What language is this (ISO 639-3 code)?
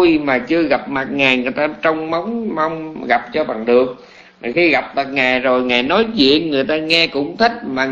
vie